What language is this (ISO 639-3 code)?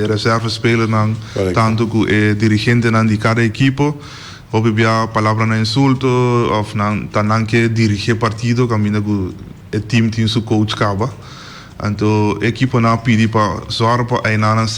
pap